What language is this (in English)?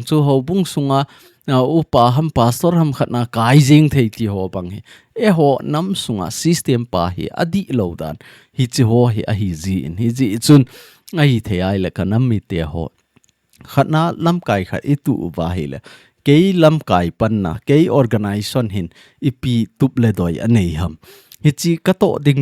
Thado Chin